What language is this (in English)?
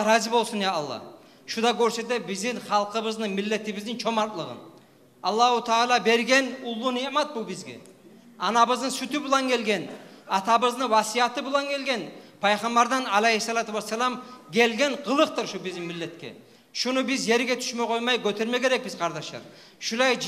Kumyk